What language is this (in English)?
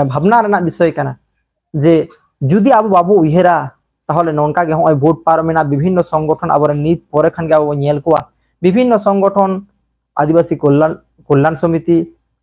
Santali